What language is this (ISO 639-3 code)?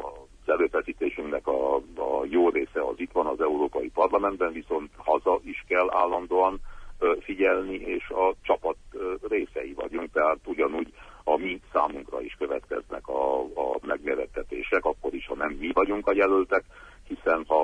hun